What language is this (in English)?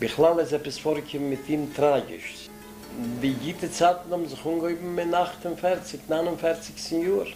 Yiddish